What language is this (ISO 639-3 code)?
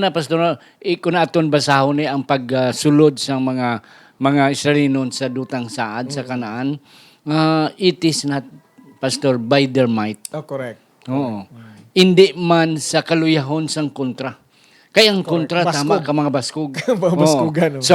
hil